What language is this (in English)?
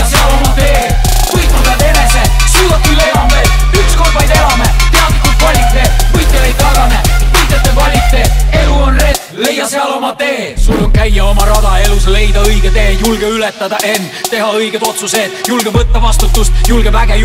Estonian